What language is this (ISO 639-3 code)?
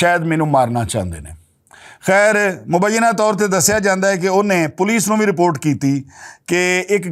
lah